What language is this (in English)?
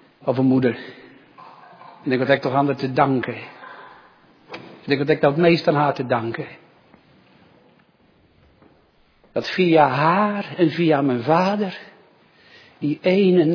Dutch